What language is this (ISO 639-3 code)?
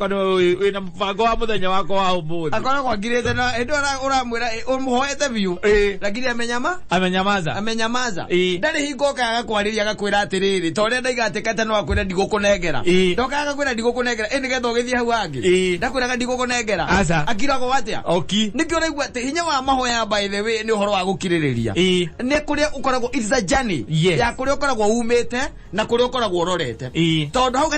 kik